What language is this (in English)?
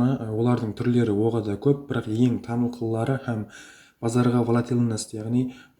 Kara-Kalpak